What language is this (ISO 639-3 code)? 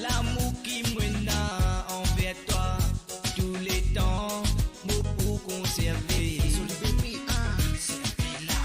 mfe